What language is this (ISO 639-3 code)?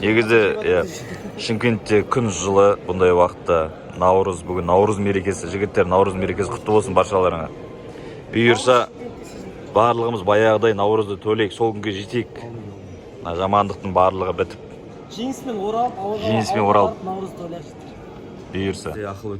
kaz